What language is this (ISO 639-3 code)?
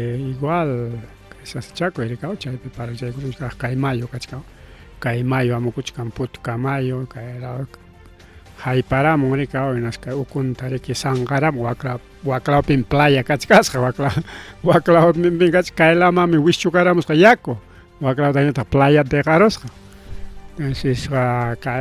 quy